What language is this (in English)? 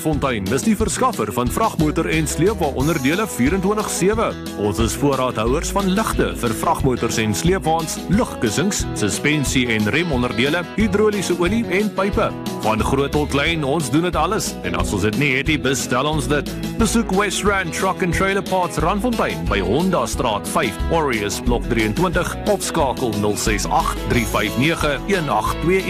Afrikaans